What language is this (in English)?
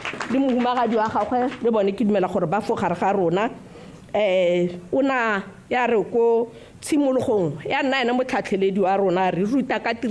Tswana